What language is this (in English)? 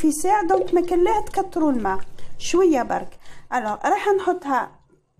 Algerian Arabic